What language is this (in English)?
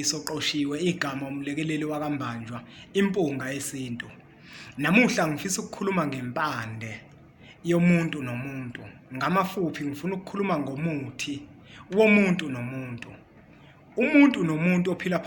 Zulu